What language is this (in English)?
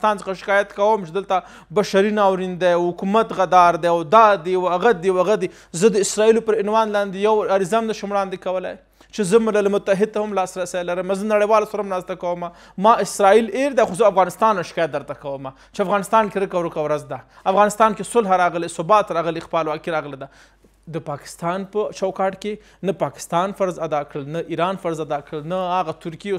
Pashto